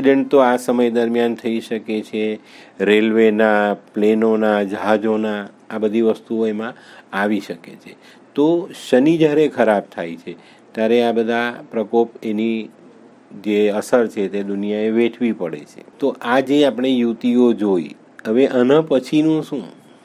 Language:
Gujarati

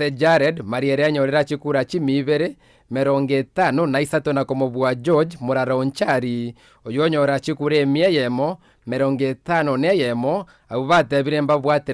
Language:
Gusii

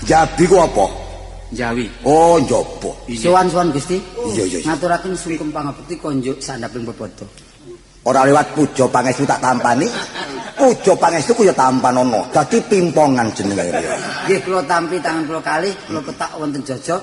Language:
Javanese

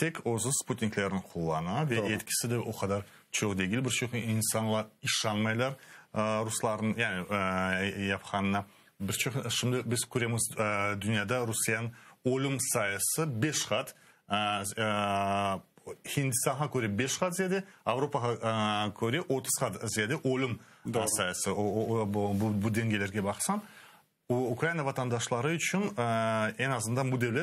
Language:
Crimean Tatar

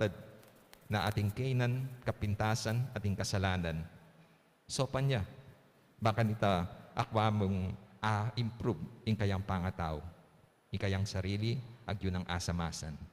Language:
Pampanga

